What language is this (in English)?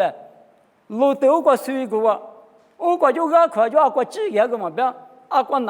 Lisu